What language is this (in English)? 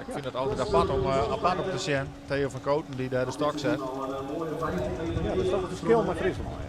Western Frisian